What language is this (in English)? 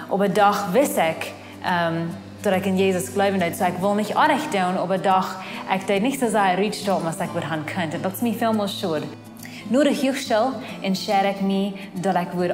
Plautdietsch